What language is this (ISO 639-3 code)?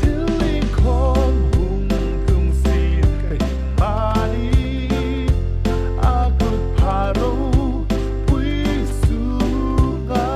hmr